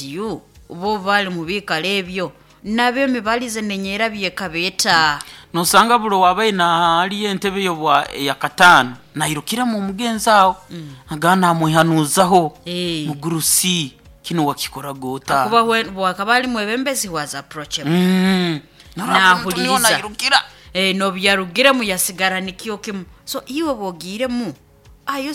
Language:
Nyoro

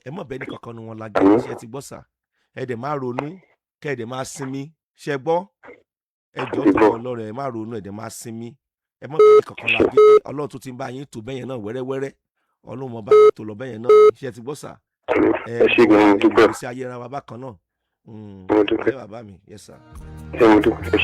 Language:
Yoruba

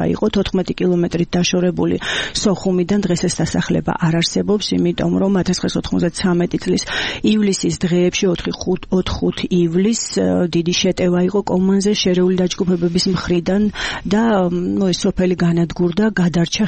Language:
Georgian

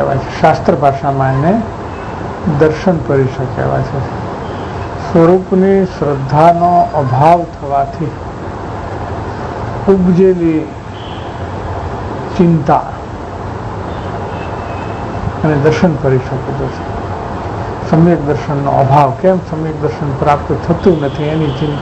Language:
Gujarati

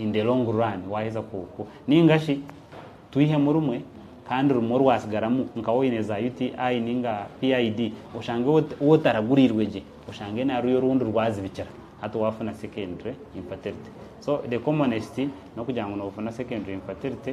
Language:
Nyankole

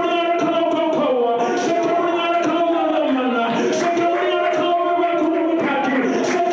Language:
Fijian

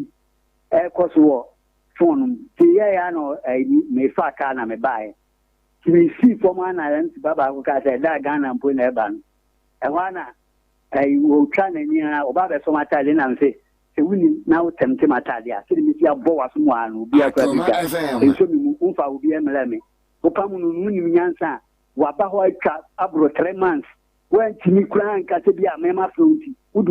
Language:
Akan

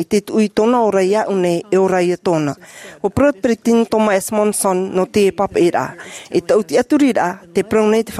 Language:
Tahitian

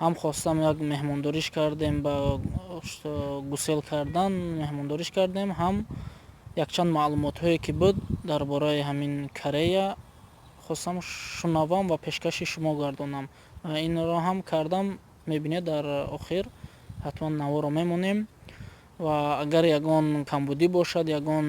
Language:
Tajik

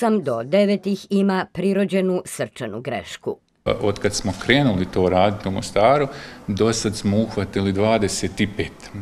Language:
Croatian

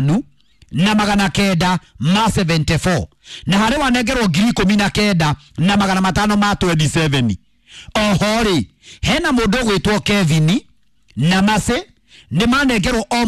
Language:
Kikuyu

